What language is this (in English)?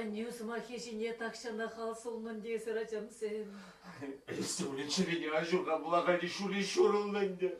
Chuvash